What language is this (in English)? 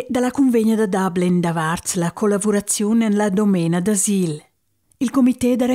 Romansh